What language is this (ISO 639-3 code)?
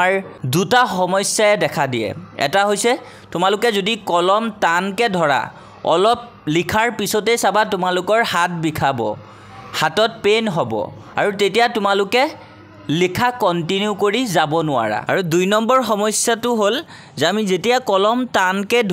asm